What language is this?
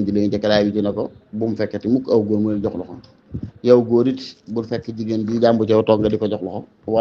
Wolof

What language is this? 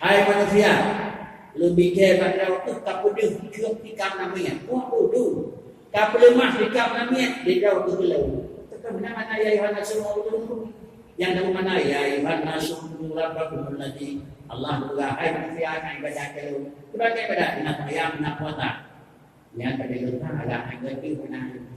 Achinese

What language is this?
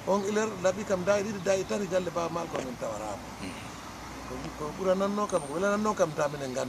Fula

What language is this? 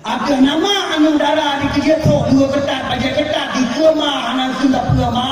Achinese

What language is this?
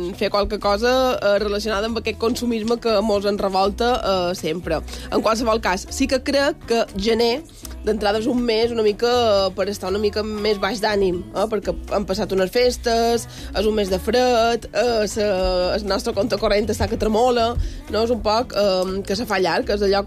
Catalan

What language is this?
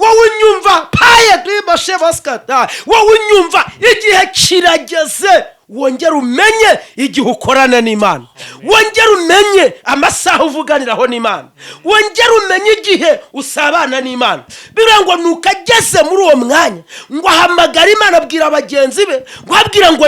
Kinyarwanda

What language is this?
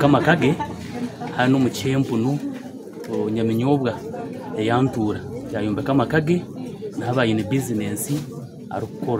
Nyankole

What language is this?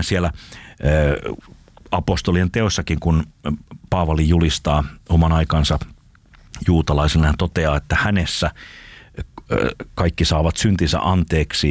Finnish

